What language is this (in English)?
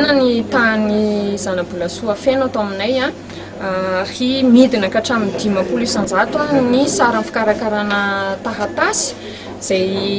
Malagasy